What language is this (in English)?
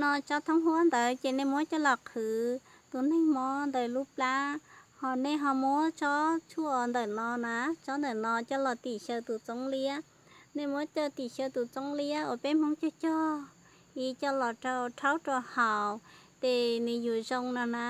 Hmong